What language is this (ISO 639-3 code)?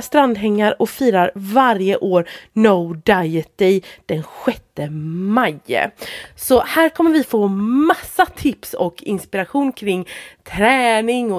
swe